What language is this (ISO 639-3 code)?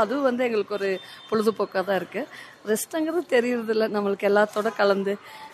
tam